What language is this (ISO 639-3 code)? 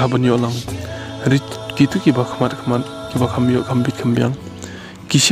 kha